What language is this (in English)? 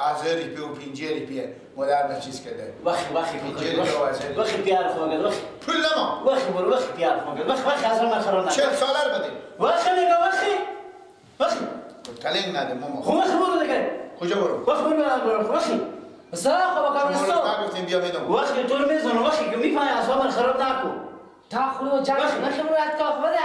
Persian